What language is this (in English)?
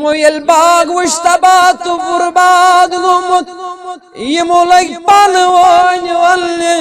Kashmiri